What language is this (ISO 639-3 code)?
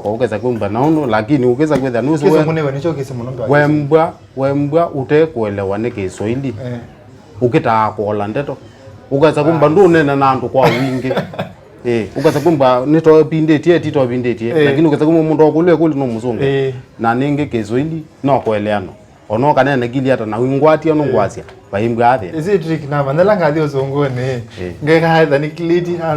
kam